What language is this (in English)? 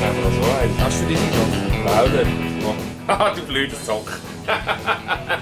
Swiss German